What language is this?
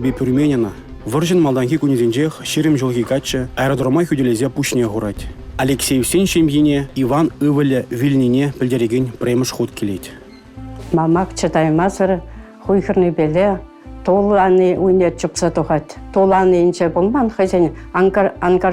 Chuvash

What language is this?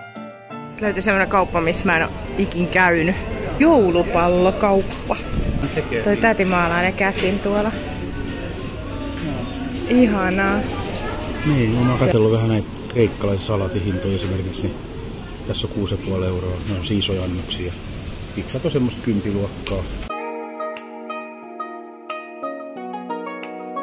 Finnish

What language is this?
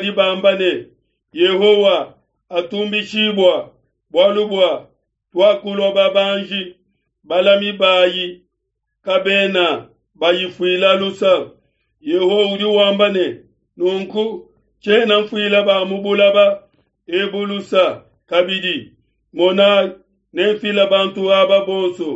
Luba-Lulua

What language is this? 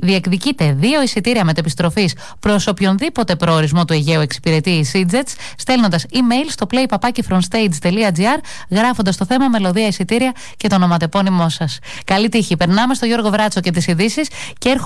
Greek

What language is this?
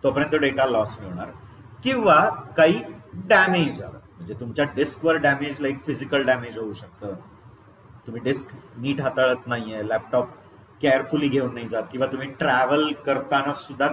Marathi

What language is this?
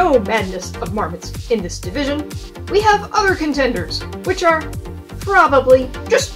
English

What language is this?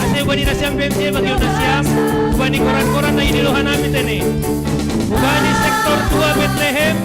Batak Simalungun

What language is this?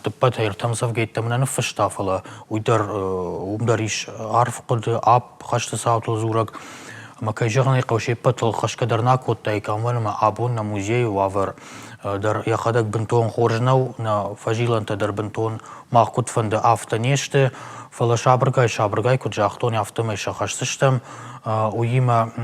Ossetic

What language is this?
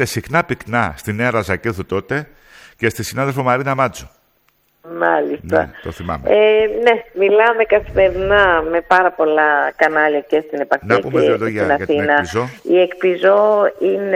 Greek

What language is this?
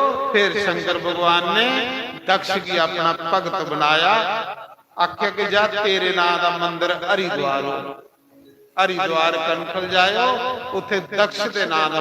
Dogri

